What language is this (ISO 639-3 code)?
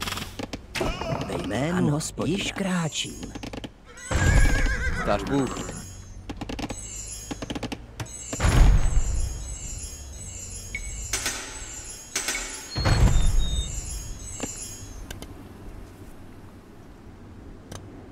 ces